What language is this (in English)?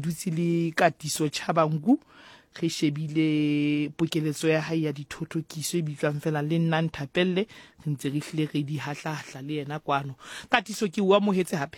Southern Sotho